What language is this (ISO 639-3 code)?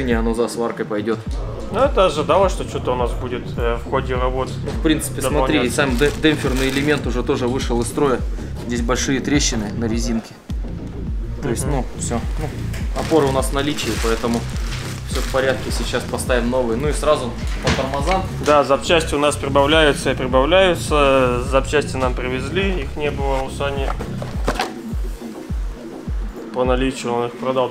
rus